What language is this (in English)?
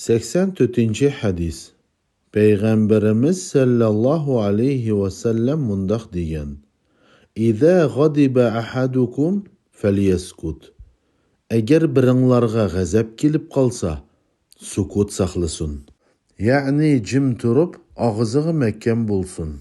Uyghur